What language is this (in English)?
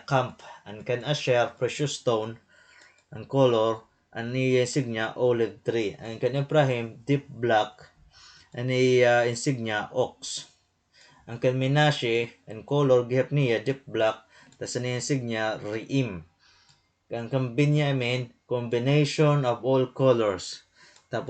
Waray